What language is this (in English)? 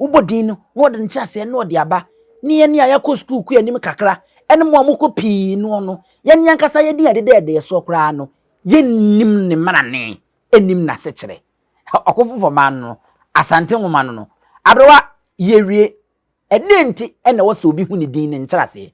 Akan